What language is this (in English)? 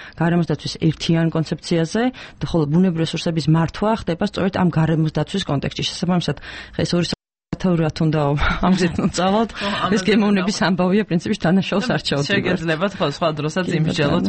Georgian